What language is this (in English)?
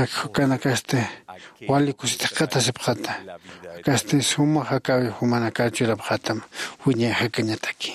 Aymara